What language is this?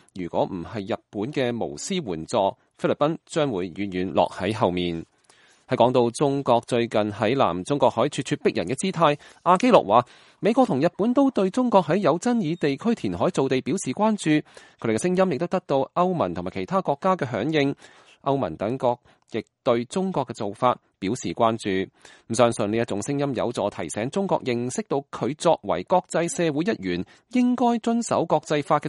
Cantonese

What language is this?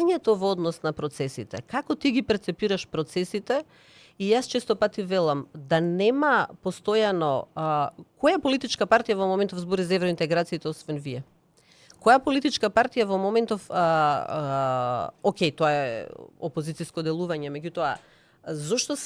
Macedonian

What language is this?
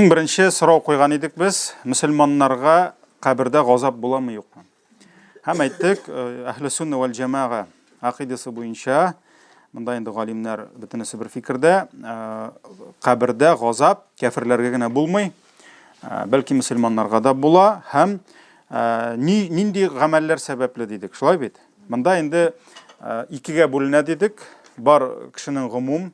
Tatar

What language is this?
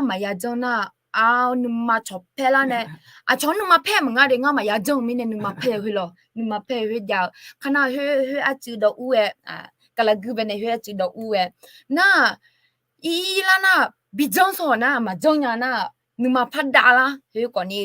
Akha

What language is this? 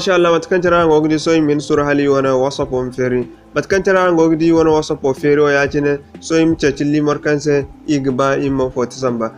Zarma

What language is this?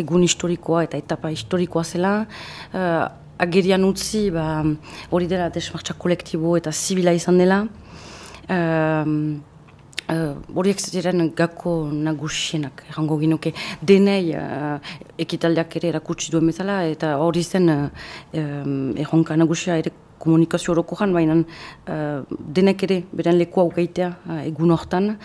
Basque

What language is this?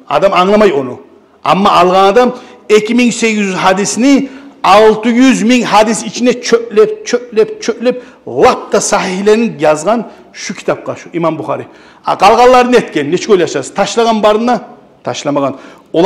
Kumyk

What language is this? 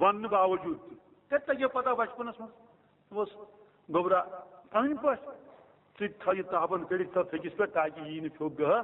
Kashmiri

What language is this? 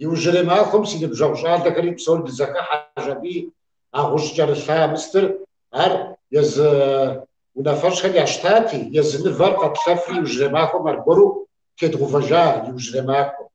Kabardian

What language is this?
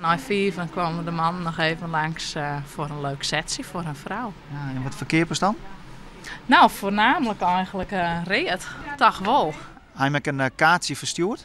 Western Frisian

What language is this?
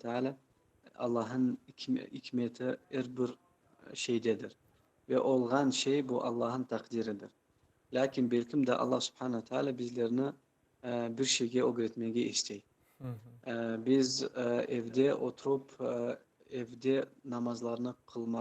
Crimean Tatar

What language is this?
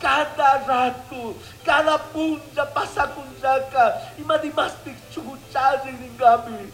Chimborazo Highland Quichua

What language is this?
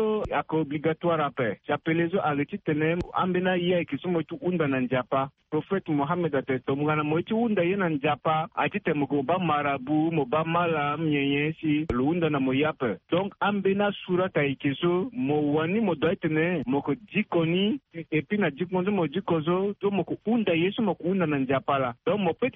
Sango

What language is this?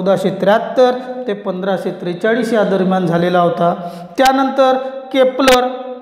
Marathi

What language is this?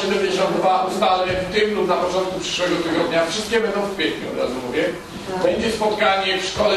Polish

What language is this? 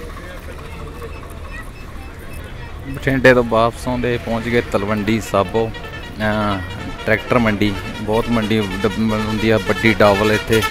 Punjabi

